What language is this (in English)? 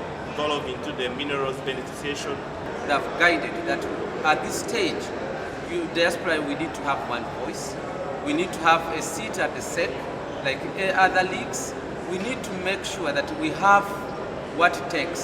Nyankole